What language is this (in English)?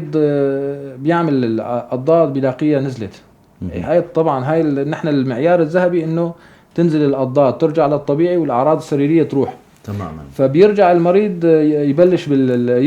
North Levantine Arabic